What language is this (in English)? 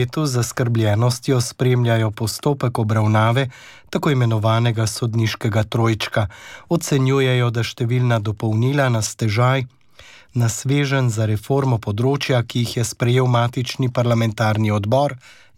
Slovenian